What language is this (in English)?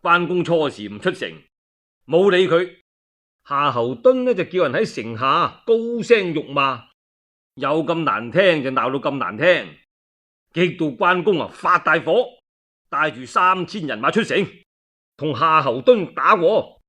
Cantonese